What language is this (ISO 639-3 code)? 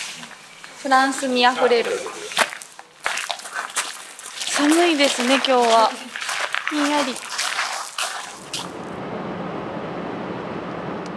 jpn